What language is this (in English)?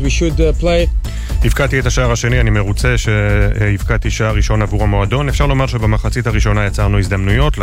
Hebrew